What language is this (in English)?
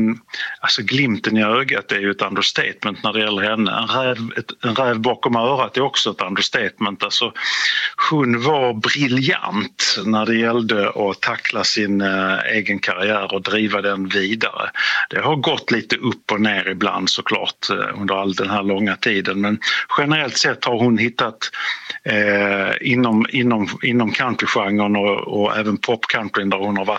Swedish